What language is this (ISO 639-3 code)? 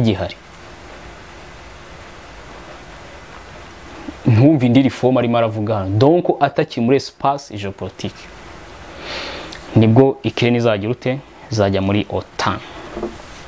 kin